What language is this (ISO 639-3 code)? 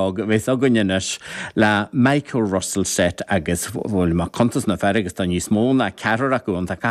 gle